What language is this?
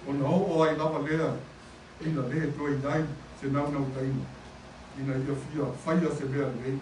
Samoan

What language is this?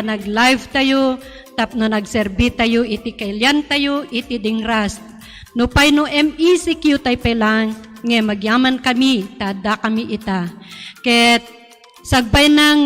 Iloko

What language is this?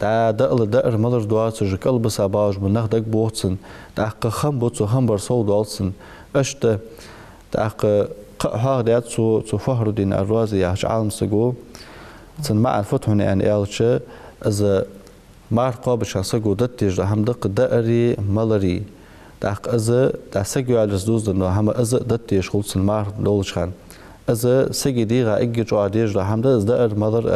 Ingush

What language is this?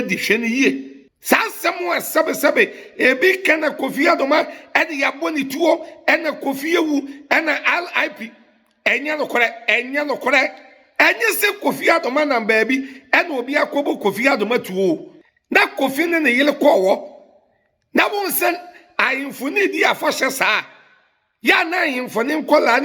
Akan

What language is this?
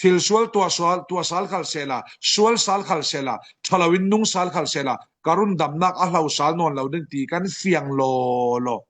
Falam Chin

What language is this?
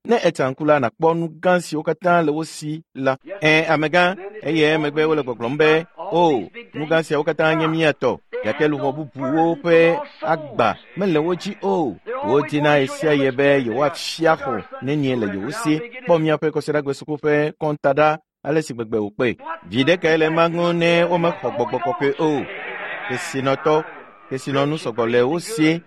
Ewe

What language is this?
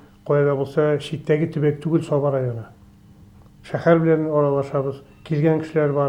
Tatar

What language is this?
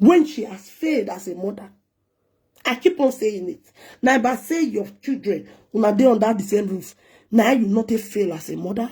Nigerian Pidgin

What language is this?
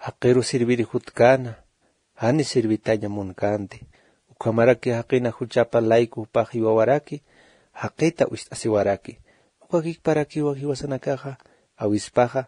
Aymara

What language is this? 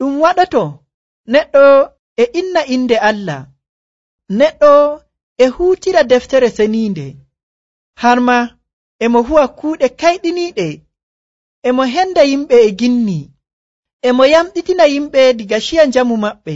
Nigerian Fulfulde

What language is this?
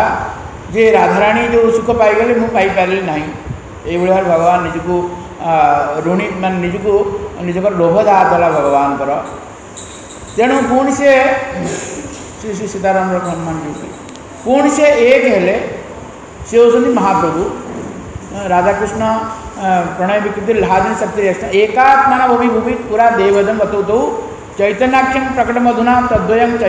Odia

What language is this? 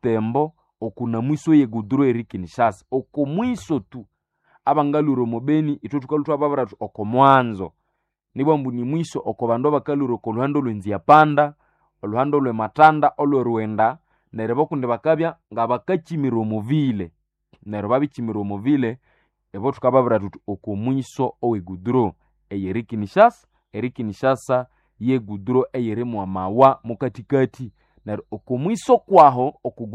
Nande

